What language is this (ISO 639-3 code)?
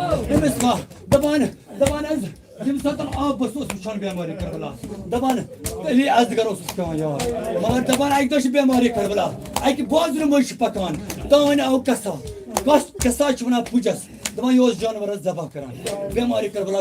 kas